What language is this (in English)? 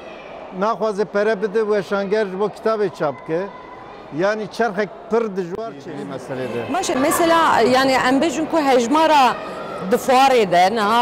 Kurdish